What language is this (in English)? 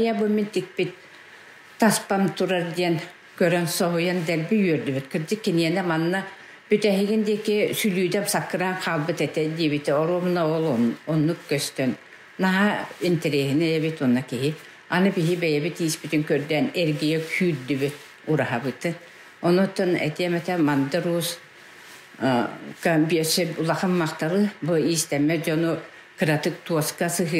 Yakut